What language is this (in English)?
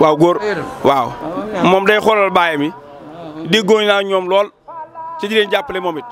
Wolof